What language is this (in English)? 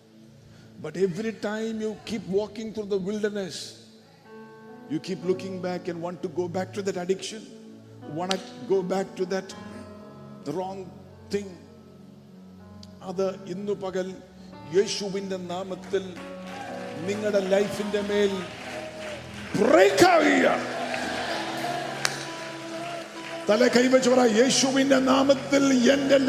Malayalam